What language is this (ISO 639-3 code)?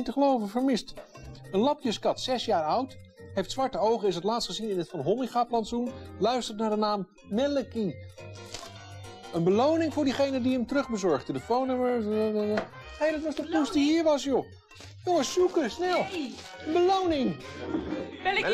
nld